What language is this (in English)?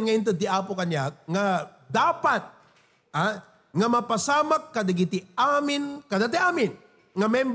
Iloko